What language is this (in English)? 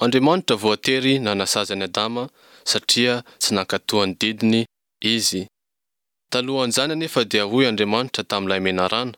Malagasy